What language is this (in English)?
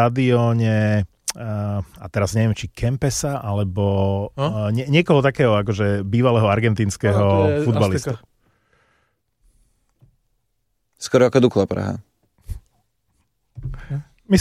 Slovak